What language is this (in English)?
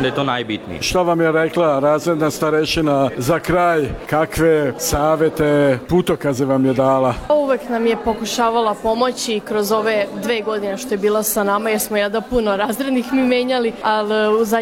Serbian